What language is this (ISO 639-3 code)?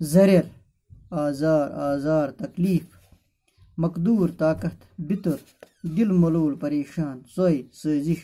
kas